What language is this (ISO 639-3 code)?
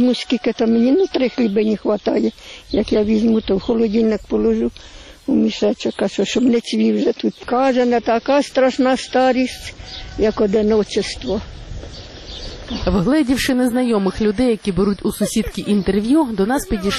ukr